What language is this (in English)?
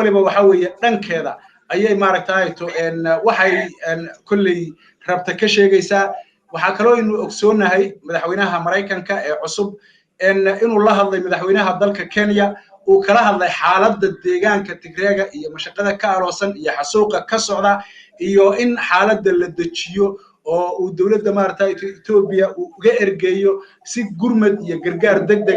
Somali